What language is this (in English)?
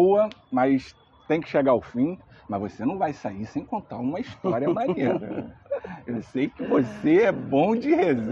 Portuguese